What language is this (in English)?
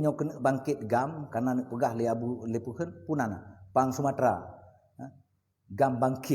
Achinese